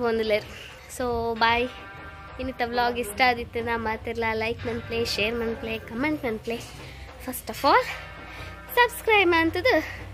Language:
Tulu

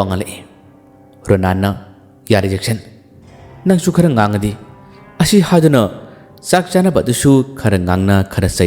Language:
Manipuri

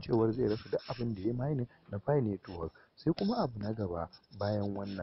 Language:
Hausa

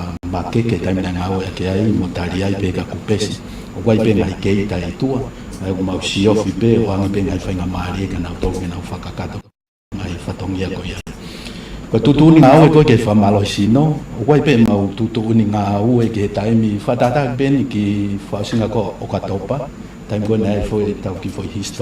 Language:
Tongan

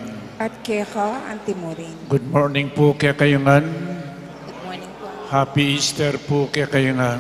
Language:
Pampanga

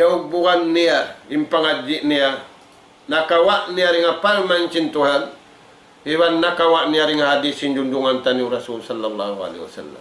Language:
Tausug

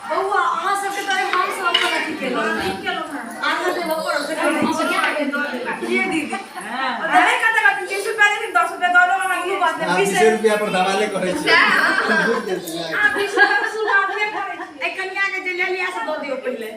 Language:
Maithili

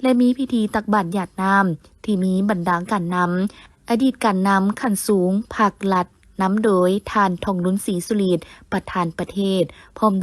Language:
Lao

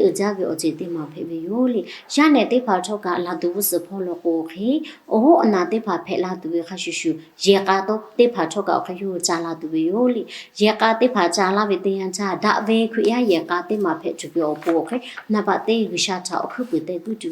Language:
Lahu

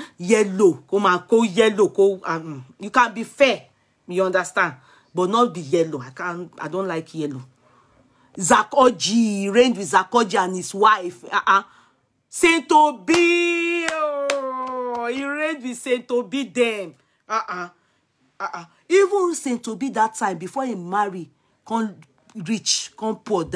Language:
Nigerian Pidgin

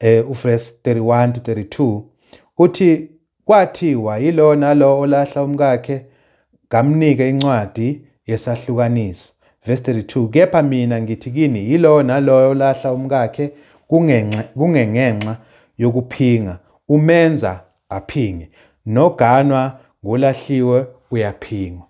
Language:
Zulu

